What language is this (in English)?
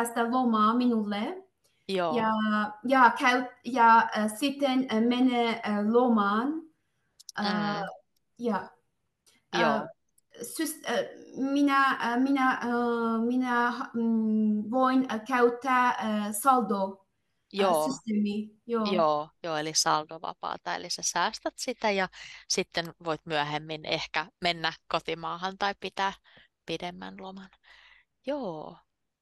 Finnish